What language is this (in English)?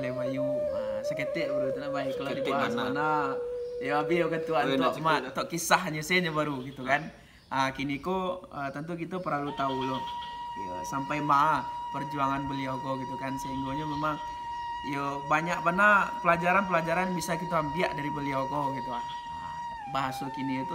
Minangkabau